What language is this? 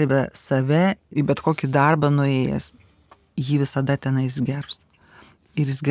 Lithuanian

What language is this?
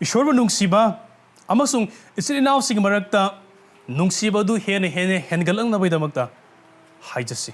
Manipuri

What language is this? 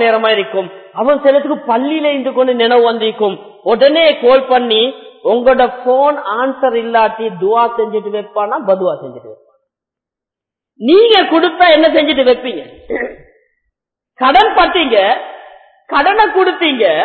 Tamil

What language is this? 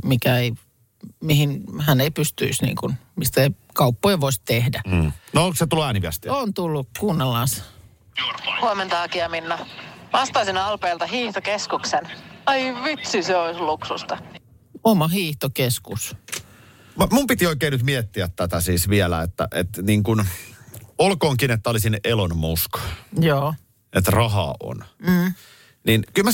Finnish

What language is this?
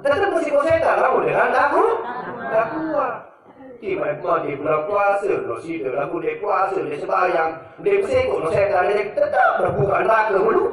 Sasak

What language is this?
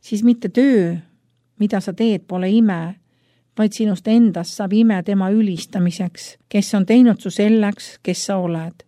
Estonian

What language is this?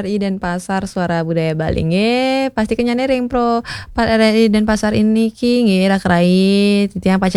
Balinese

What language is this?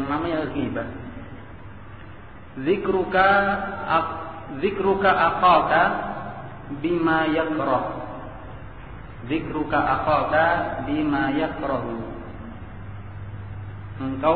Indonesian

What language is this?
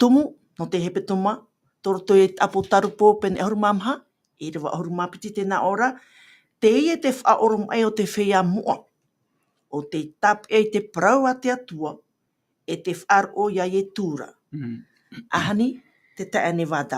Tahitian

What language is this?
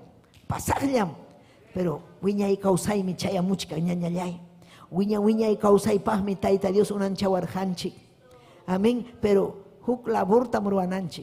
Ayacucho Quechua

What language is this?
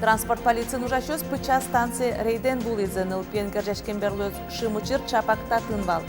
Udmurt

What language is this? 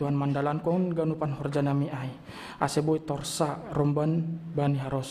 Batak Simalungun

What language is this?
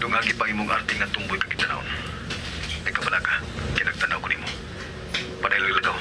Cebuano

